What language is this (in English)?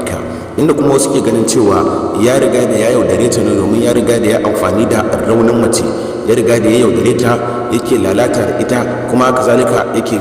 Hausa